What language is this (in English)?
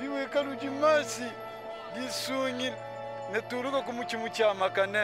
Luba-Lulua